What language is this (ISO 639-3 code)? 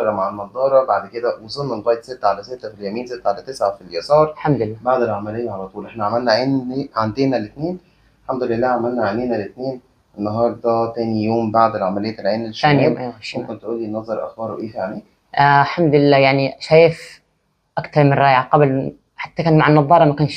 arz